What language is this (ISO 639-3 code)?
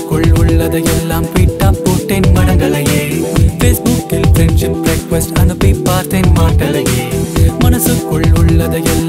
tam